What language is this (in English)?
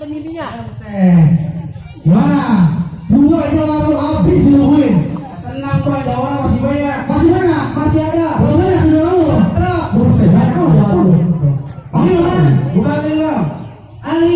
Betawi